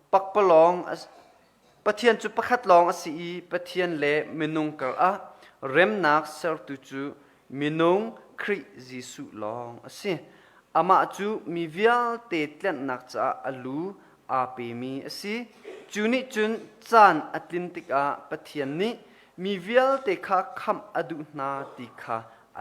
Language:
Hakha Chin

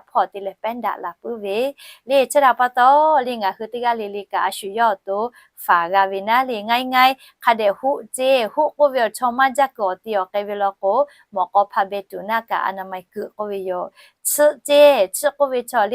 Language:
Lahu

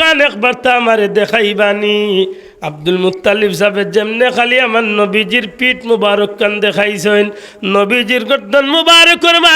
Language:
Sylheti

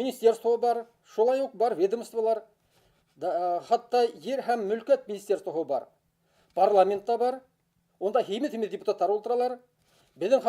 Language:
Bashkir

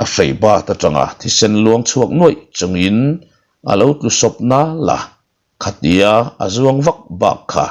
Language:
Mizo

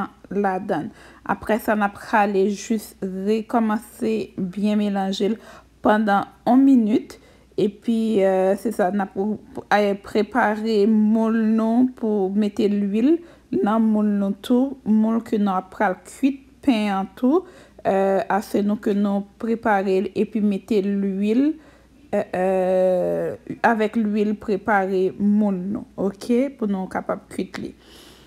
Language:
Haitian Creole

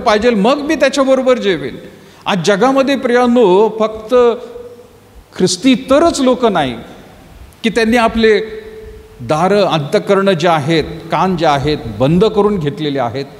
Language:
Marathi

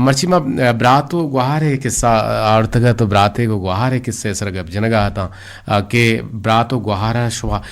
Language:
Eastern Balochi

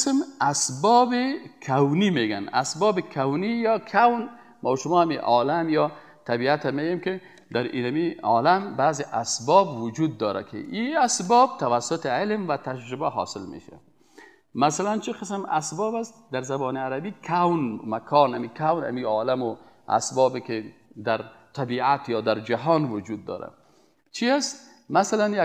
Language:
Persian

